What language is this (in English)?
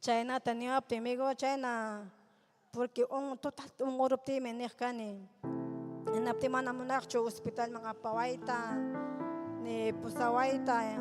Ayacucho Quechua